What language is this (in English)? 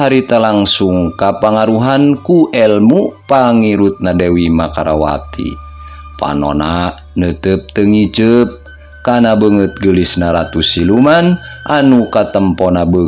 Sundanese